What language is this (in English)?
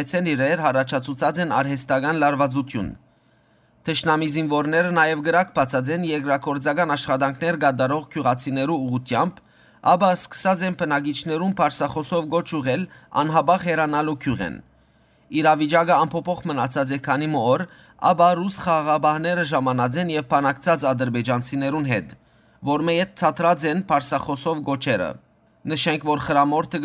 Western Armenian